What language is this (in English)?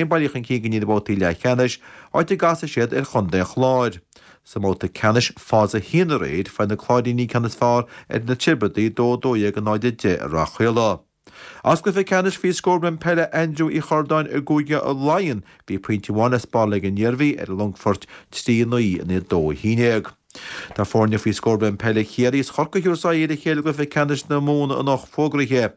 Irish